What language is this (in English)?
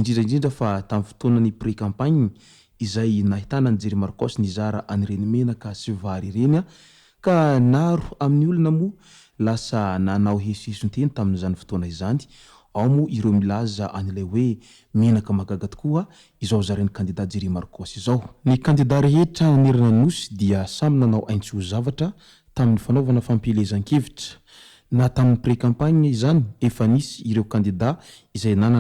Malagasy